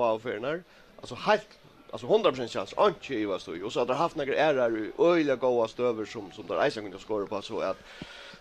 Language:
Faroese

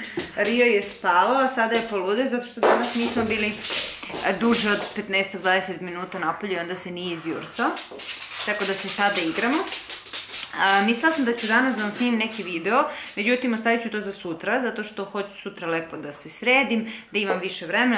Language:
Serbian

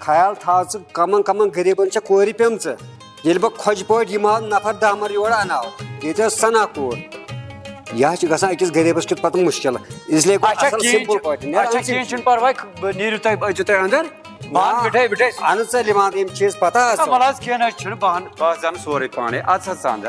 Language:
Kashmiri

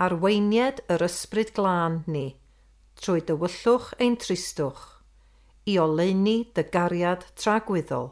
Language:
Welsh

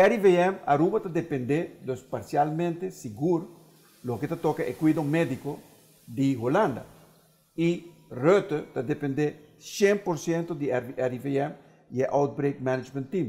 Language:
Papiamento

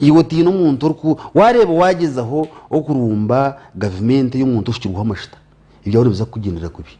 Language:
Nyankole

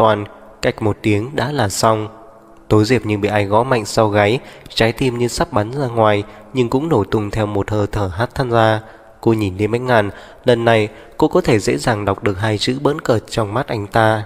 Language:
Vietnamese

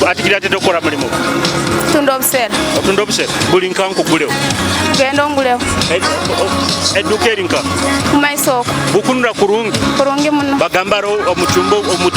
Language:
Nyoro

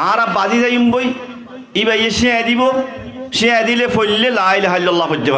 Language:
Rohingya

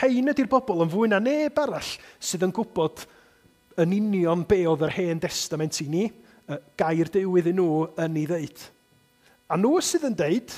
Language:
Welsh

